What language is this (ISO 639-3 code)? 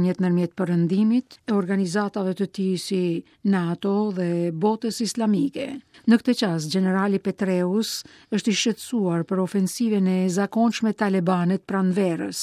sqi